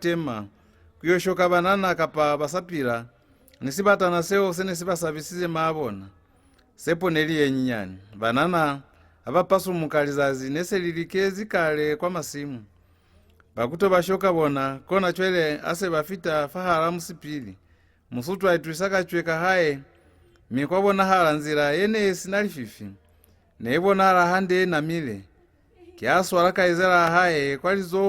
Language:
Lozi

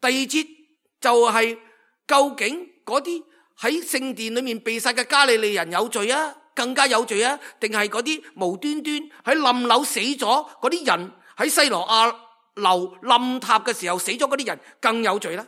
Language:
Cantonese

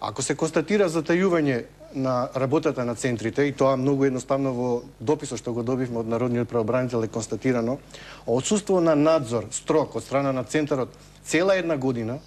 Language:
Macedonian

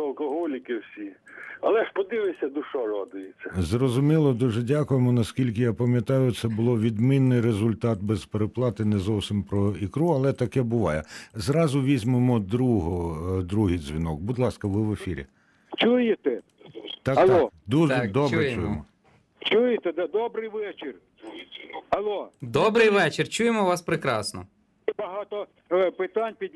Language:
Ukrainian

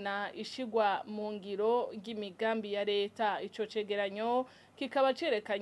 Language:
Rundi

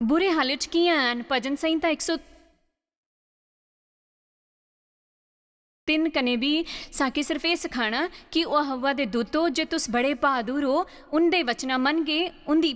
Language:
Dogri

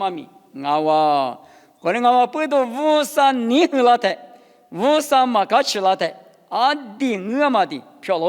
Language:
Lisu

